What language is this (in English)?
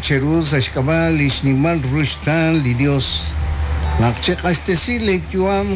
Kekchí